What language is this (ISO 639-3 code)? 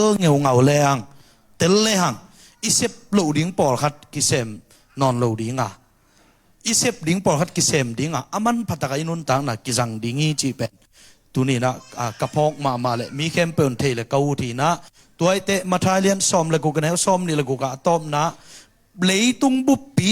ctd